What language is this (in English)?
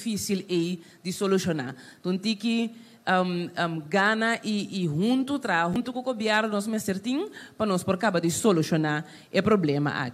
Papiamento